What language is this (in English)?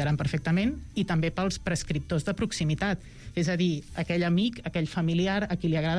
Catalan